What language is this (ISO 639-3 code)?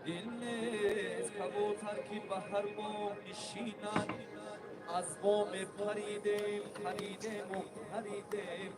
tgk